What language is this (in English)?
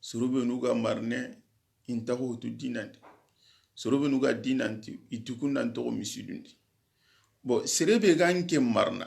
Soninke